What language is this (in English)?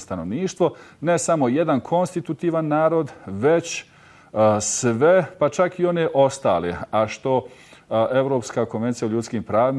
Bosnian